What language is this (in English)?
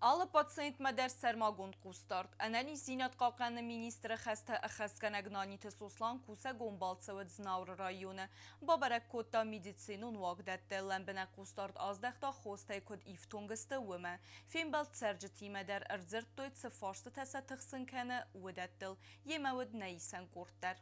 Ossetic